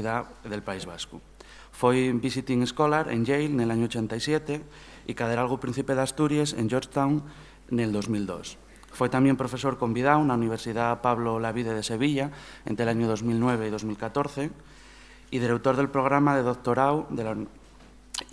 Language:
Asturian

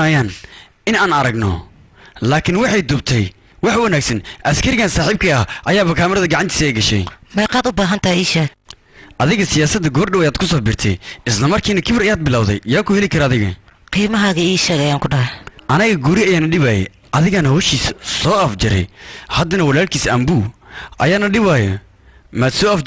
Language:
Somali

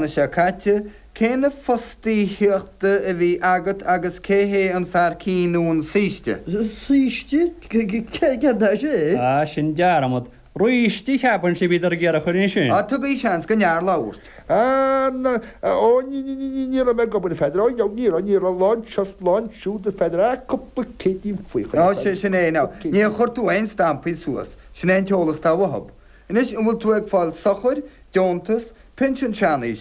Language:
Irish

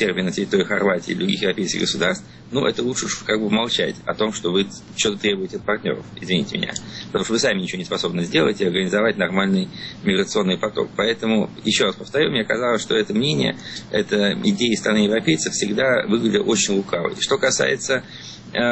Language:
Russian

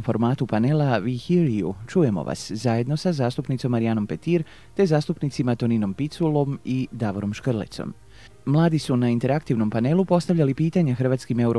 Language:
Croatian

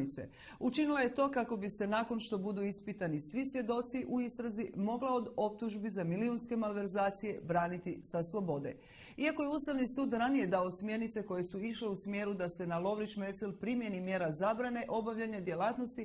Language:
Croatian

